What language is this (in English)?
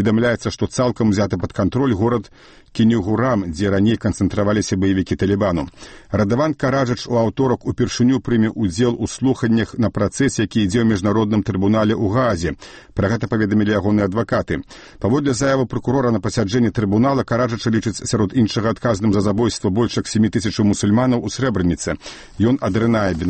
Belarusian